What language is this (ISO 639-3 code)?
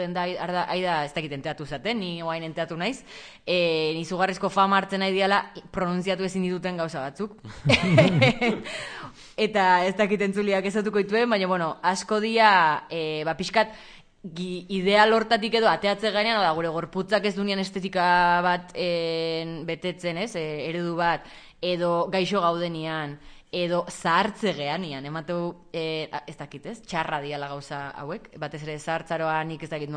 eus